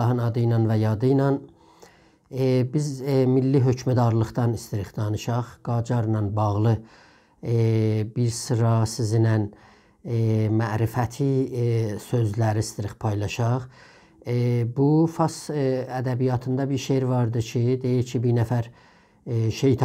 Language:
South Azerbaijani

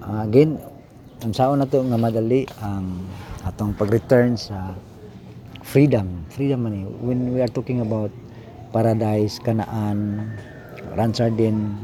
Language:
Cebuano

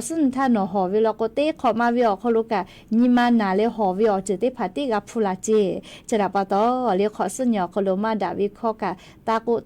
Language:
Lahu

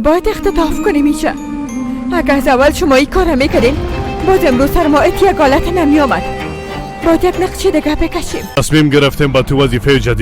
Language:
Persian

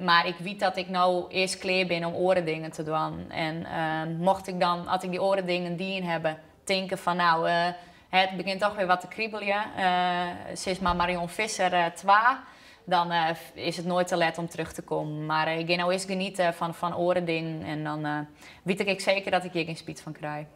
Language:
Western Frisian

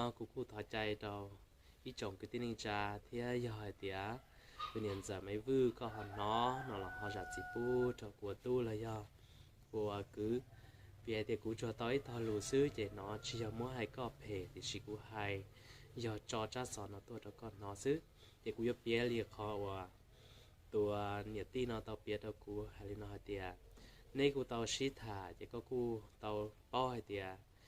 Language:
Hmong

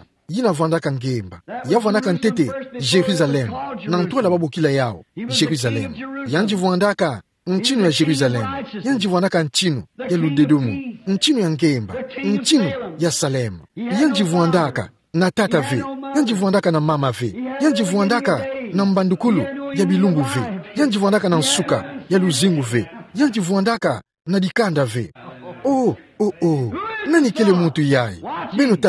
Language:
Kituba (Democratic Republic of Congo)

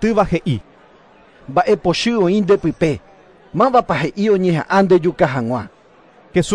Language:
Guarani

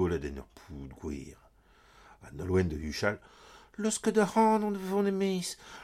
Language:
Breton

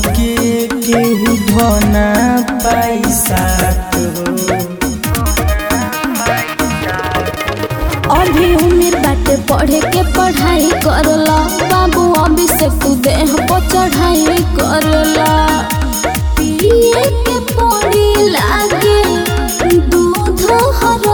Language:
Bhojpuri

